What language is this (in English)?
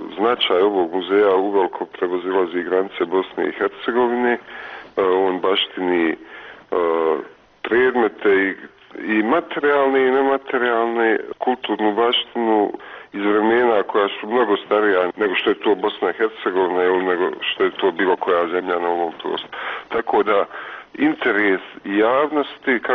Bosnian